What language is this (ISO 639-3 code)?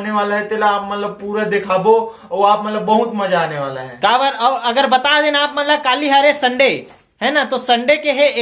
hne